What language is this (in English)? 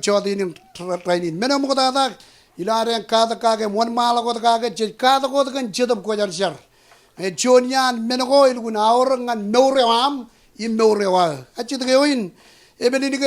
Marshallese